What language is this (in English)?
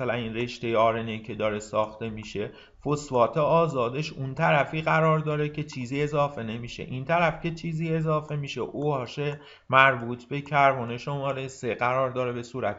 Persian